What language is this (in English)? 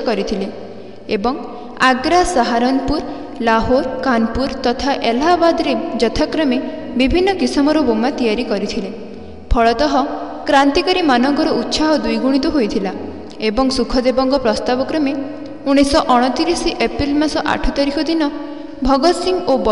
Odia